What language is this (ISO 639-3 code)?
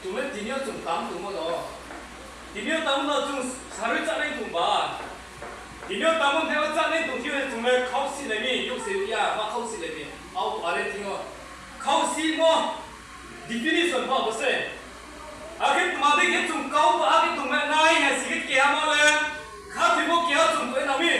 ria